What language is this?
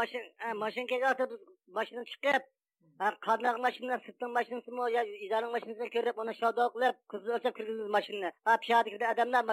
Uyghur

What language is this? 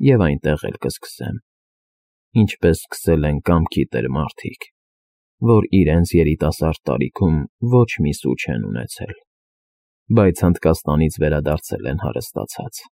Armenian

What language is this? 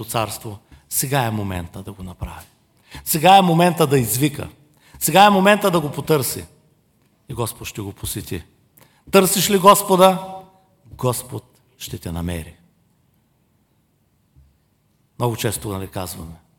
Bulgarian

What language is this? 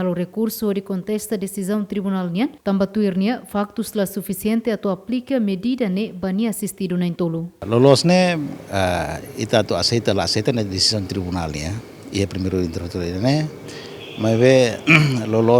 Tetum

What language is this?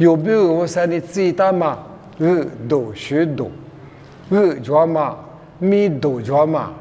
Lisu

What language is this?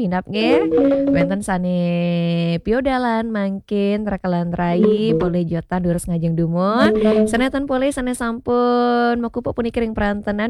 Balinese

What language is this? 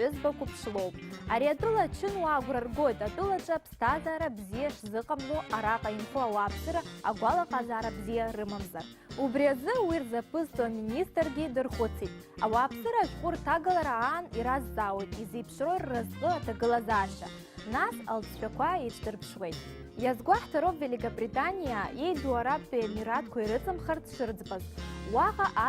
Abkhazian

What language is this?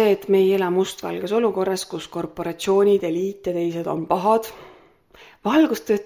Estonian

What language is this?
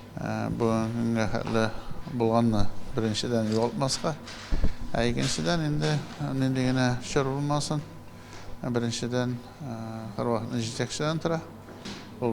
Tatar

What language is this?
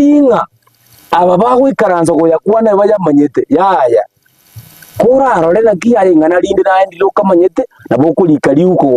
Gusii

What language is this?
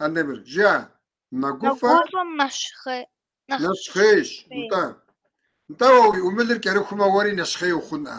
Kabardian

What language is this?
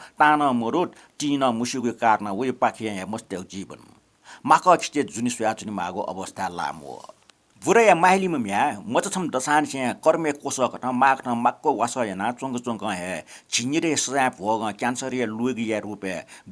Newari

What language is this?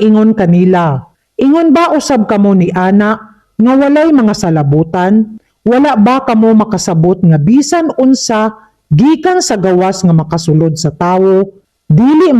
Cebuano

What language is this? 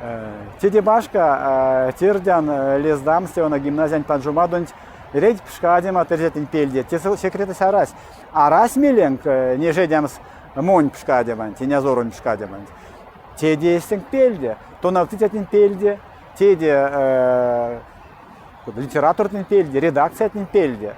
Erzya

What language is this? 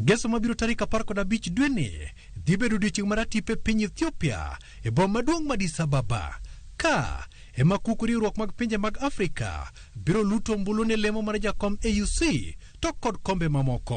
Luo (Kenya and Tanzania)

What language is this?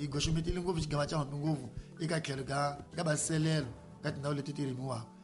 Tsonga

